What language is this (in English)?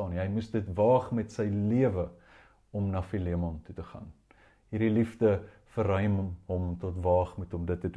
Afrikaans